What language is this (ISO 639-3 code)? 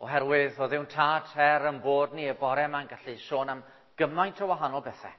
cym